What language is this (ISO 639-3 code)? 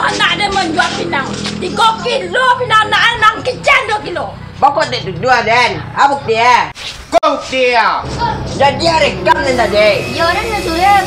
min